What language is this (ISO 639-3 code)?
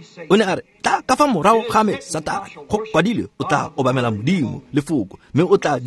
tsn